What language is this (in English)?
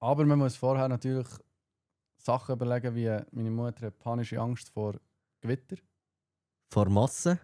Swiss German